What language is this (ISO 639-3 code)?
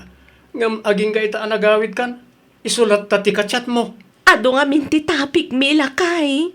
ilo